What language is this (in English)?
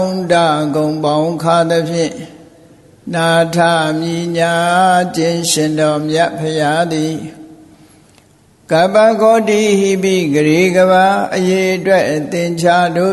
Burmese